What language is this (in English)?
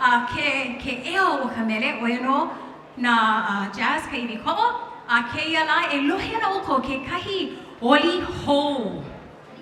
Hawaiian